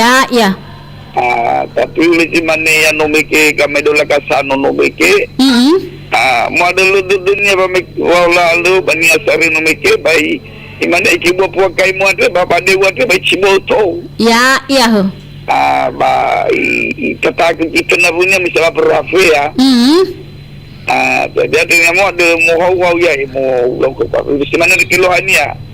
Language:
Nias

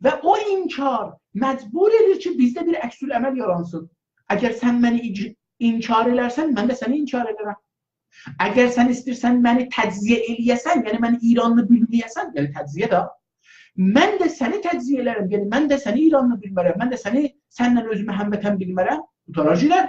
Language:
South Azerbaijani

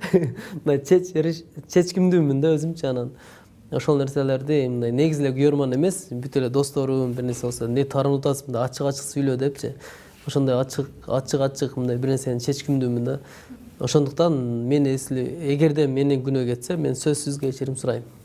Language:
Kyrgyz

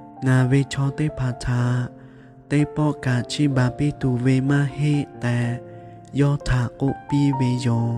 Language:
Lahu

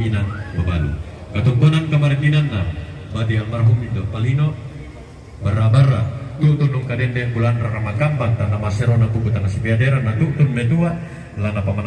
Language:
Toraja-Sa'dan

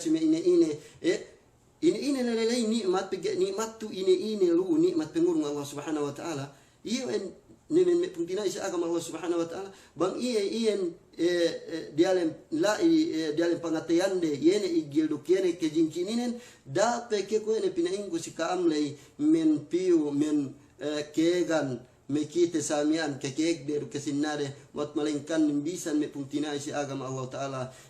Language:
Yakan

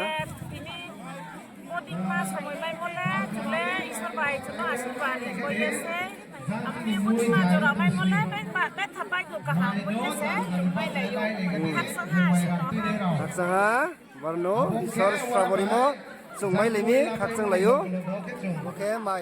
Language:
Riang (India)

